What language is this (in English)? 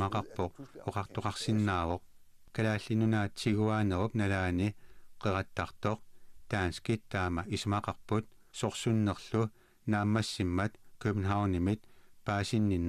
Kalaallisut